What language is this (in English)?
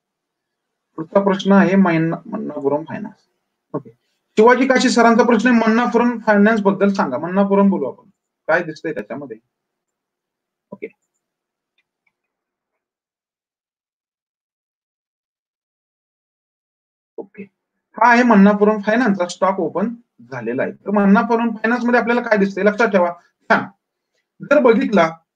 Marathi